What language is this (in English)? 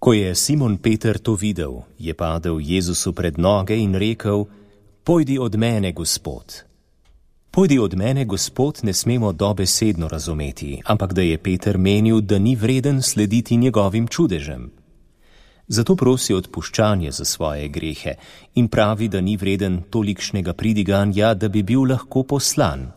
Slovenian